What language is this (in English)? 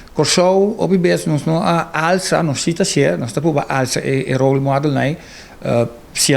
Papiamento